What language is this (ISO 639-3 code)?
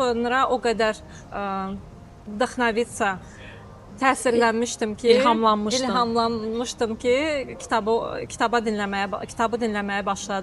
aze